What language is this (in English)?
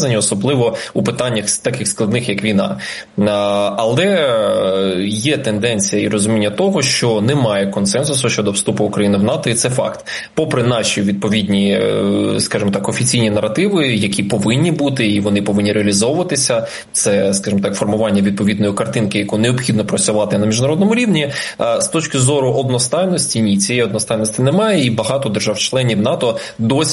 Ukrainian